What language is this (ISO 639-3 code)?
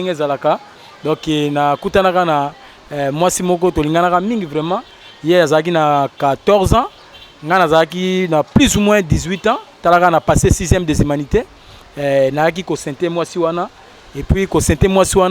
lin